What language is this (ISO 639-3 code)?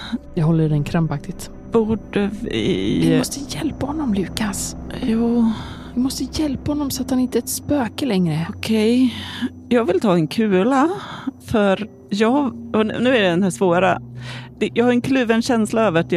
swe